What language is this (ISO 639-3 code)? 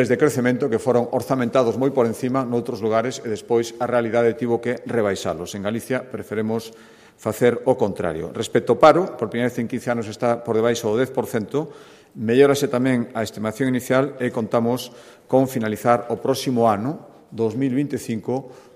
glg